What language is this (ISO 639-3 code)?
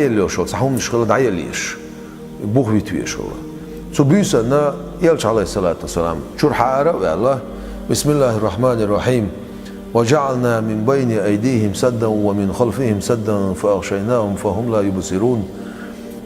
che